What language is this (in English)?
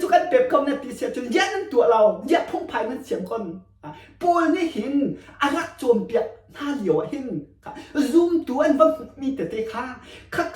Hakha Chin